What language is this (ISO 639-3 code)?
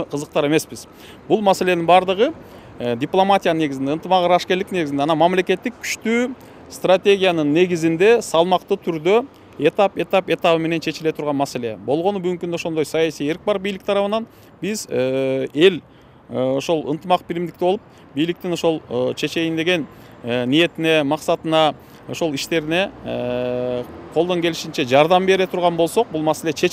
kir